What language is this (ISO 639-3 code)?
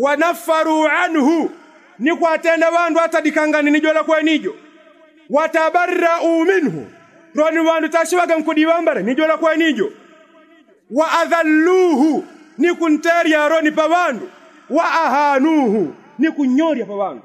yao